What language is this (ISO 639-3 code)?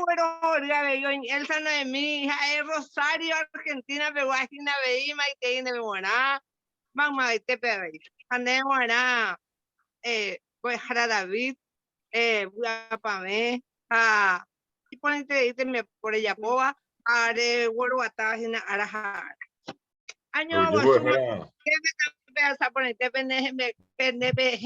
grn